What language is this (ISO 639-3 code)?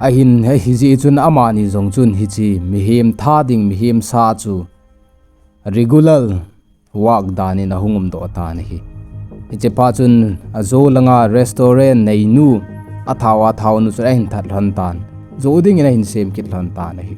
tcz